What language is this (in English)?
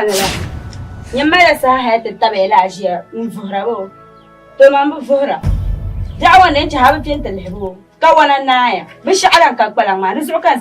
Dagbani